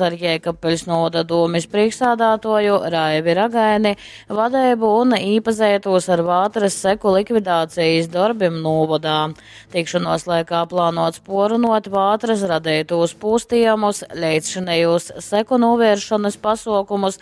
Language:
Latgalian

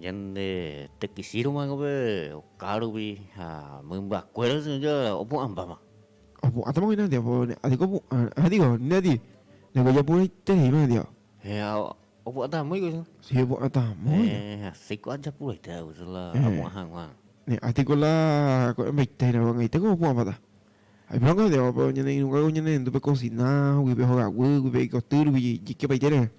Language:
Guarani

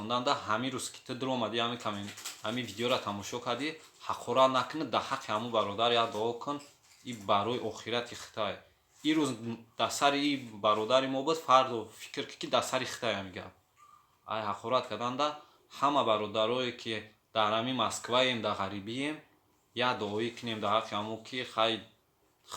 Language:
Tajik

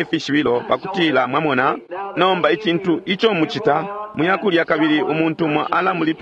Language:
Bemba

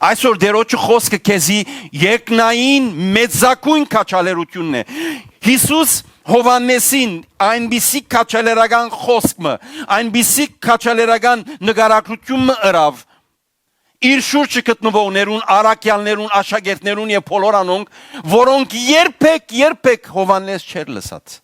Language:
Western Armenian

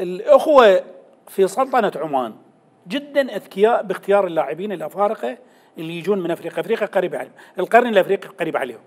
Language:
Mesopotamian Arabic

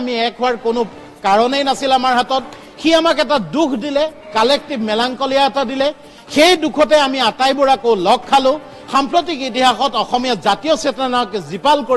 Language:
Assamese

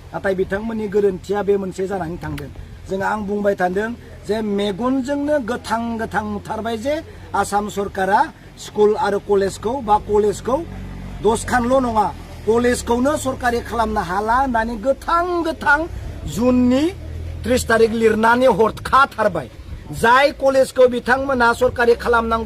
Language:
Bodo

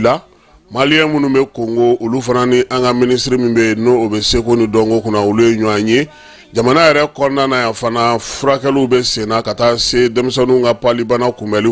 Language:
Bambara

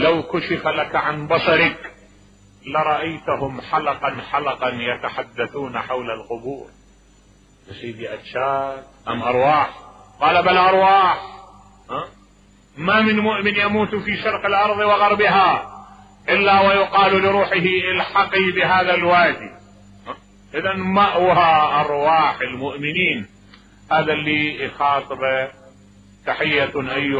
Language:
Mesopotamian Arabic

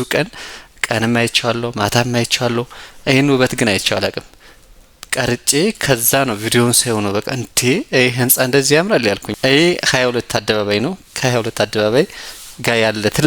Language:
Amharic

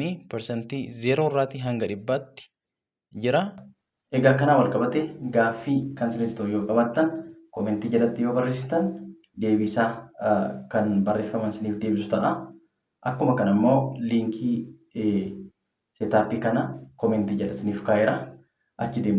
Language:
Oromo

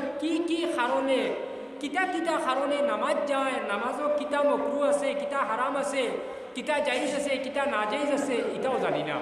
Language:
Sylheti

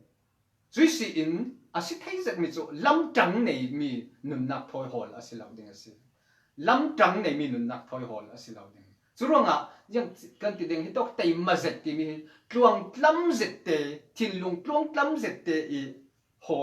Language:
Falam Chin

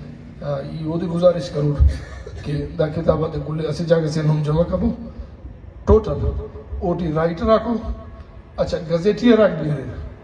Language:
Brahui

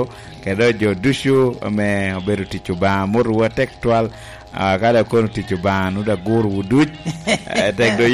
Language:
Lango (Uganda)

